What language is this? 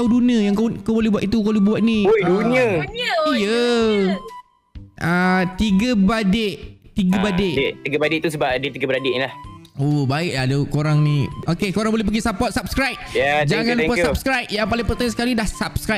Malay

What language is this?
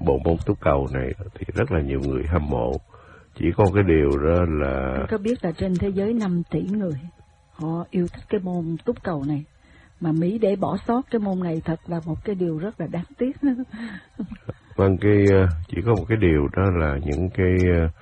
Vietnamese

